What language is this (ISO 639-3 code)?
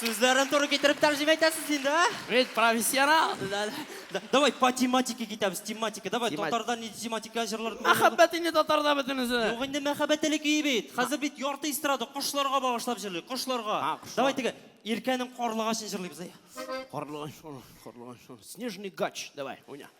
tat